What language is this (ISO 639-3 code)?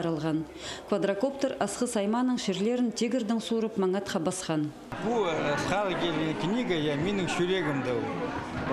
kjh